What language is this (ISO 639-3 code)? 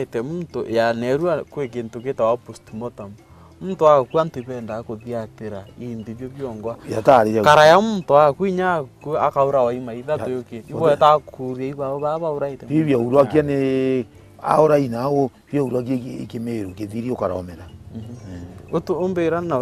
mer